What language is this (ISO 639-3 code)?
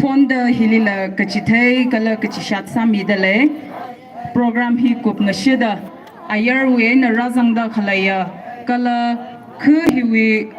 nmf